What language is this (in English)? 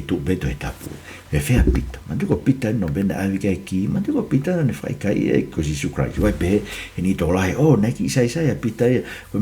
Tongan